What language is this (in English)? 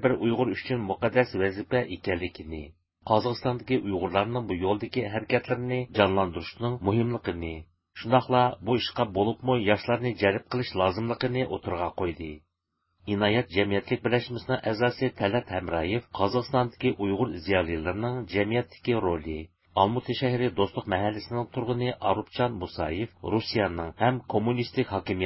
Uyghur